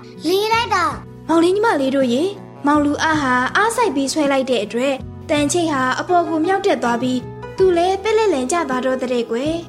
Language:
Burmese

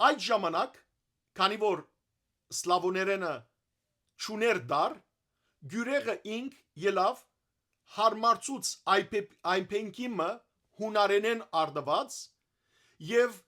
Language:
Western Armenian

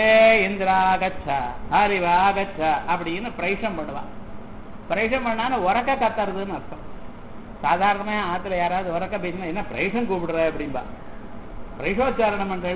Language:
Tamil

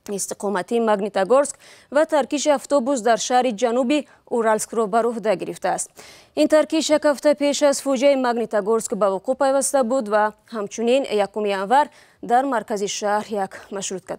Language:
Tajik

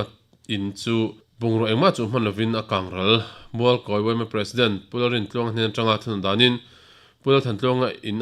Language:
Mizo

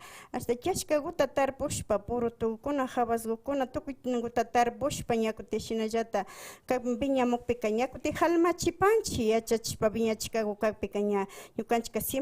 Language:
Imbabura Highland Quichua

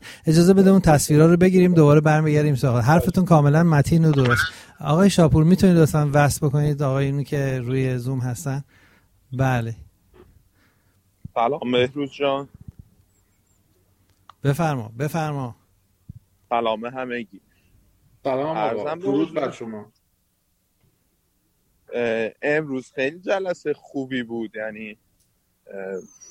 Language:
Persian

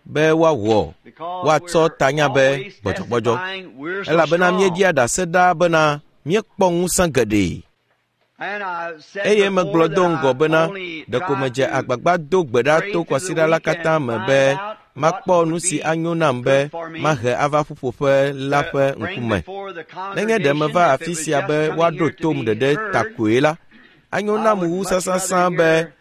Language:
Ewe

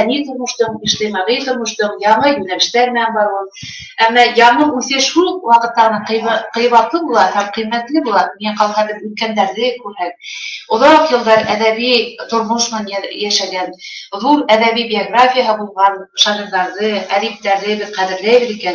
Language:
Bashkir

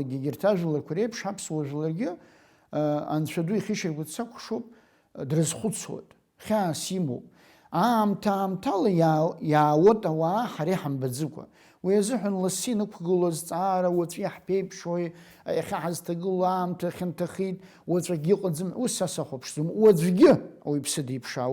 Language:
Abkhazian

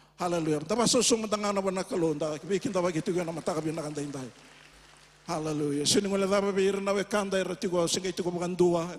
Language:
Fijian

